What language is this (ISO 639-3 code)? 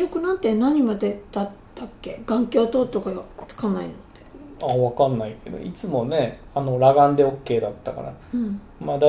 jpn